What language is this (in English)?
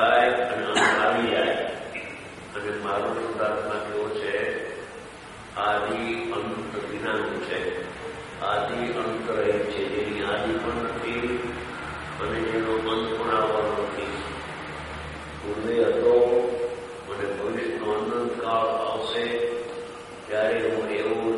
Gujarati